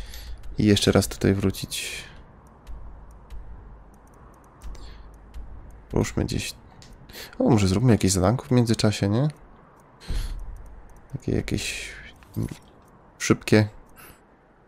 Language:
Polish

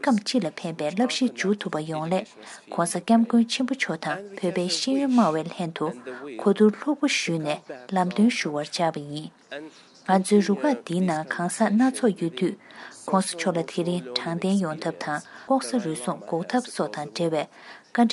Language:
Tibetan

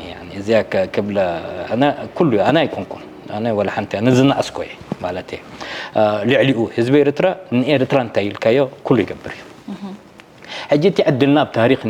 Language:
Tigrinya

